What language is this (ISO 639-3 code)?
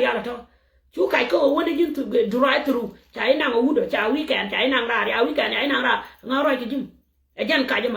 nus